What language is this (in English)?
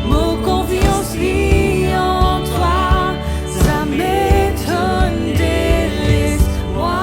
Morisyen